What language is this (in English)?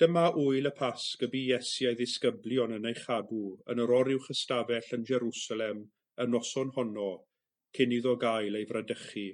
Welsh